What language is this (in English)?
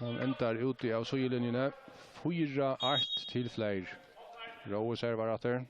Faroese